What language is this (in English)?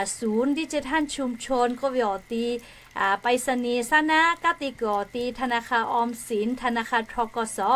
Lahu